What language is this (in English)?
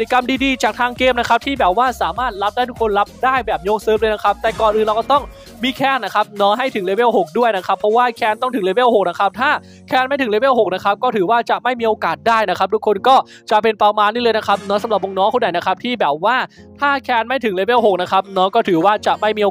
Thai